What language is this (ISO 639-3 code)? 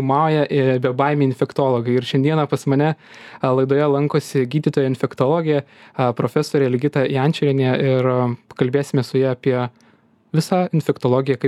lit